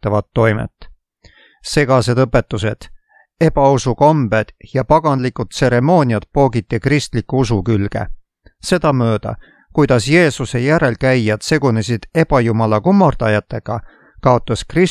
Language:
Estonian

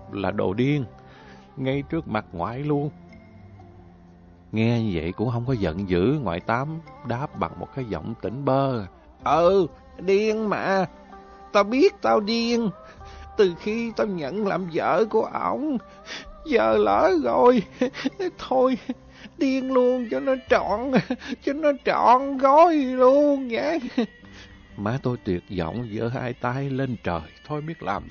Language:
Vietnamese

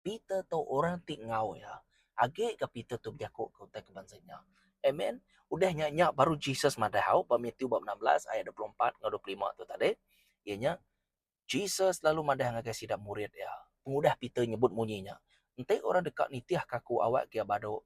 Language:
Iban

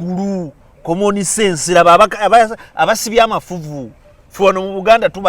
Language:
Ganda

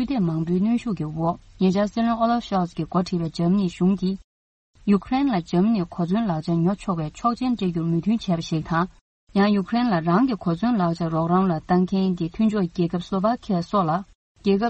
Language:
Tibetan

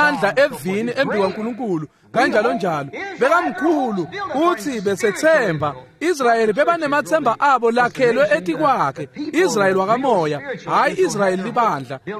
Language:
Swati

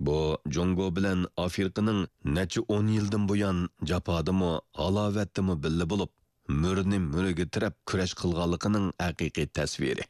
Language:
Uyghur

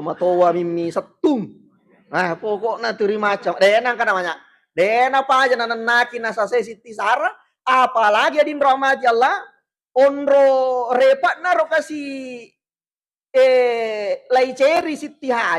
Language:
Buginese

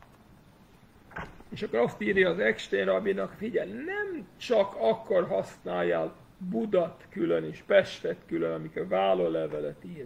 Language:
Hungarian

